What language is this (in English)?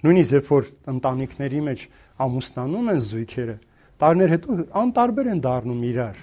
Armenian